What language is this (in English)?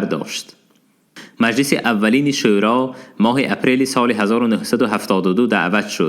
Tajik